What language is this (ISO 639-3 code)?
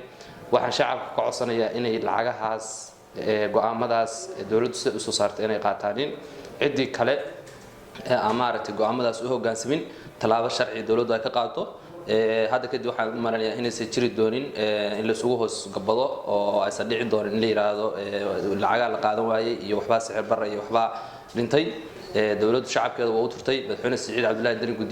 som